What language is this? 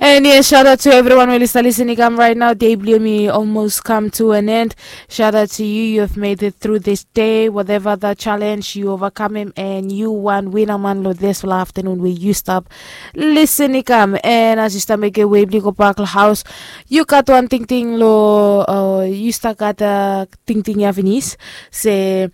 Bislama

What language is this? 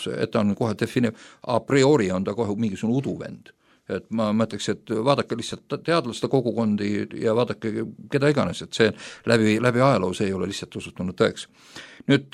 Estonian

